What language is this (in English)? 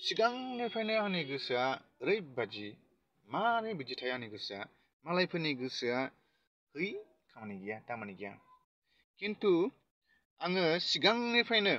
Bodo